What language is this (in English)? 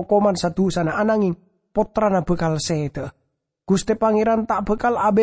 Madurese